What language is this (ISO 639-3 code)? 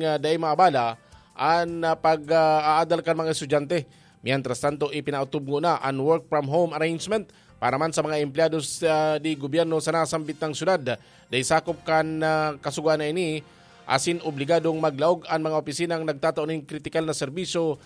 bik